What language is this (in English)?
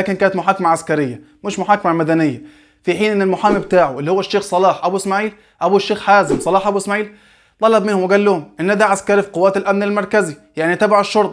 Egyptian Arabic